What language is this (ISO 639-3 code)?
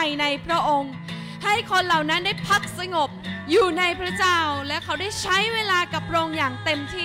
tha